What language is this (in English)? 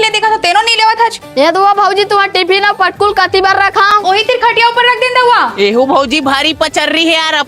Chhattisgarhi